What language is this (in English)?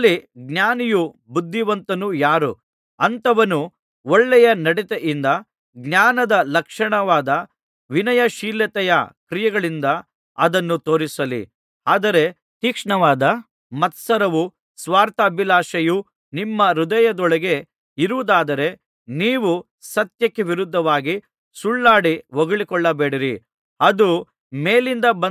Kannada